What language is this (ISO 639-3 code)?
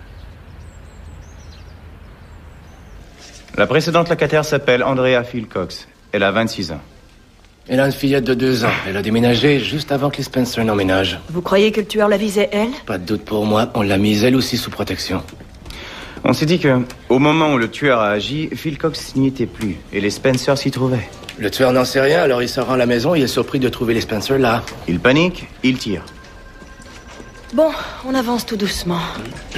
fra